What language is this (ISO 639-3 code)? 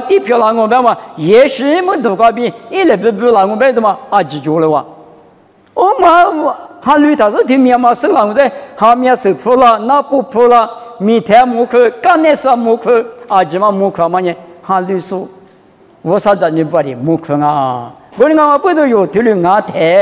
lis